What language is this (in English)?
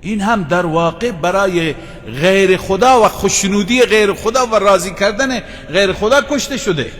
Persian